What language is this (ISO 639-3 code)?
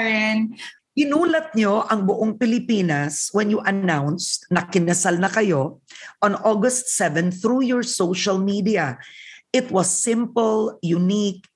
fil